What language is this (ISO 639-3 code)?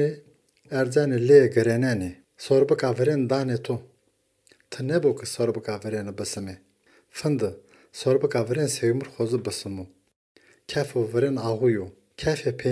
zza